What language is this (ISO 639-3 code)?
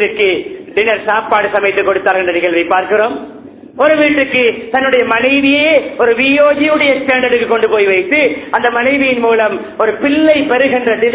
tam